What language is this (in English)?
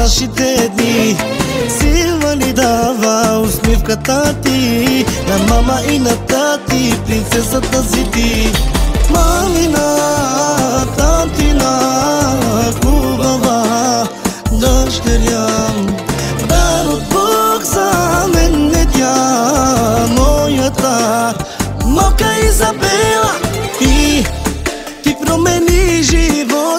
Bulgarian